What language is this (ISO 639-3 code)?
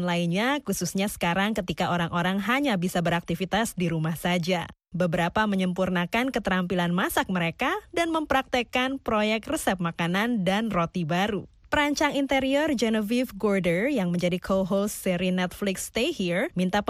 ind